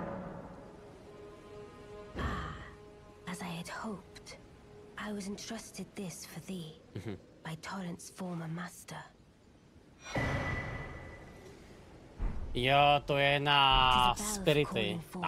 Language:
Czech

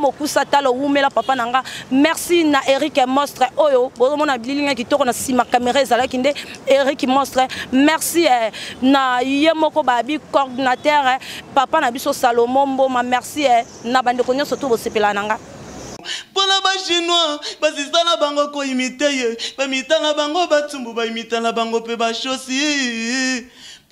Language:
Lingala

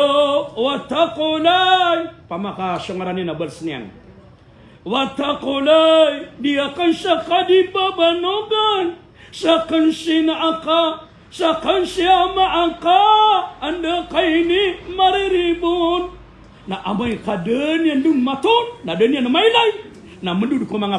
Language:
Maranao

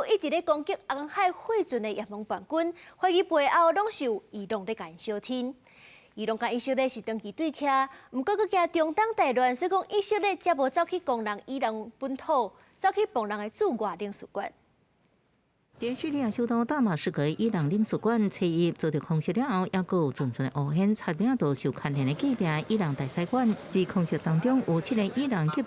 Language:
Min Nan Chinese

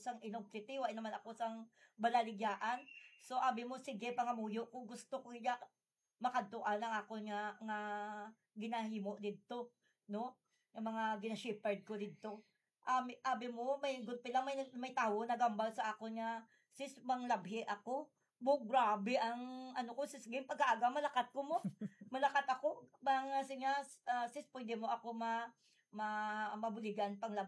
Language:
Hiligaynon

